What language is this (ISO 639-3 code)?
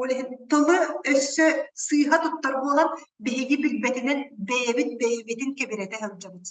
sah